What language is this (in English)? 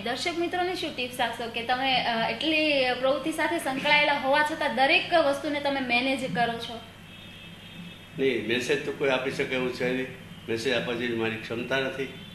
Gujarati